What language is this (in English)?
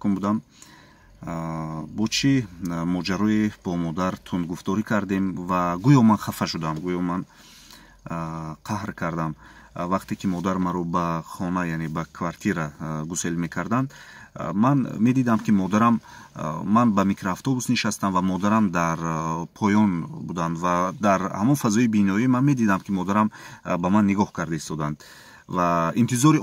Tajik